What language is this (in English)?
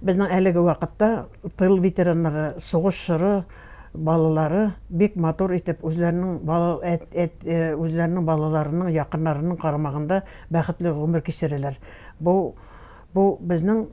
Bashkir